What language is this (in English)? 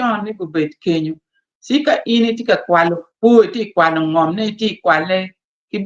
Acoli